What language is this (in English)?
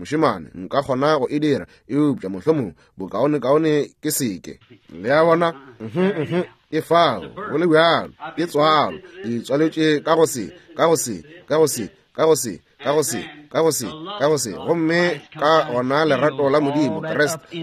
Northern Sotho